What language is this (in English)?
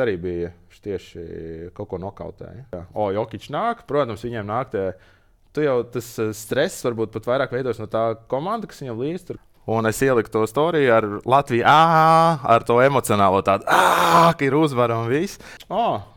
Latvian